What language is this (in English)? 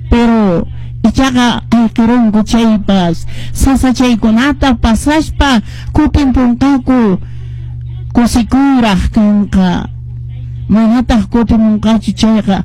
Quechua